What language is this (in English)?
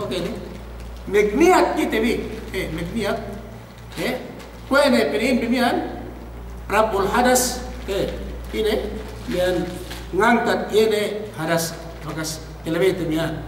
Yakan